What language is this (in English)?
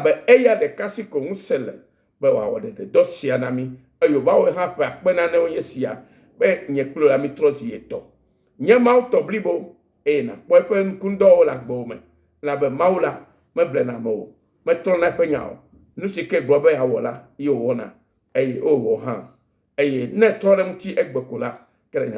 Ewe